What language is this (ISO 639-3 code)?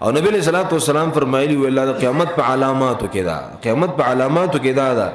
pus